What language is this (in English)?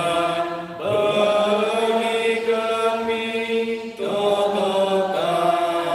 Batak Karo